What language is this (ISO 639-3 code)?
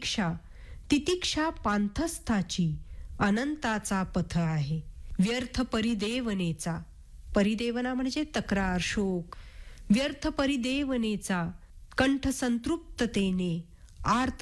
mar